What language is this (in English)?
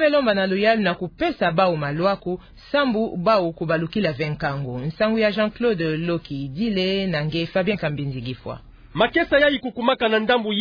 Kituba (Democratic Republic of Congo)